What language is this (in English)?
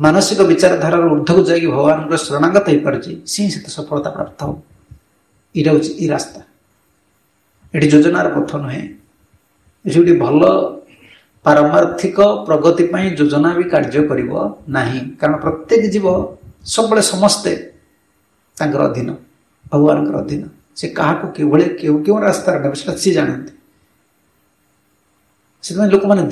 Odia